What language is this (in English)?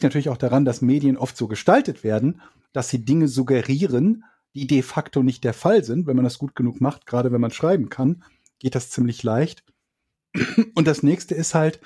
German